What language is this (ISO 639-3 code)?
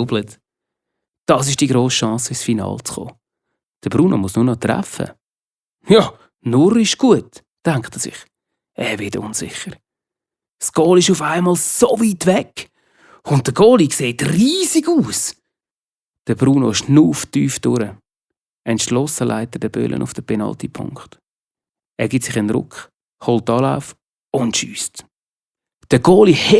gsw